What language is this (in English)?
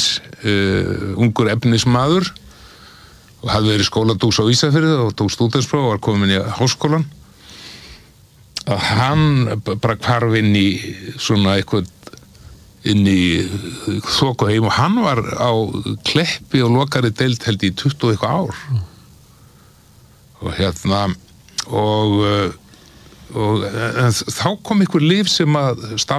Icelandic